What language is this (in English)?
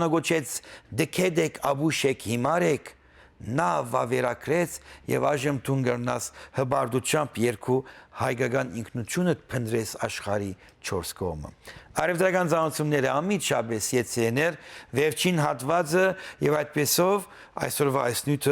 Western Armenian